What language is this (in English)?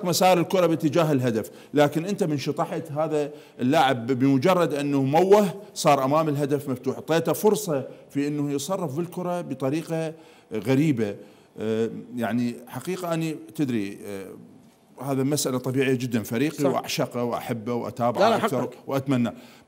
Mesopotamian Arabic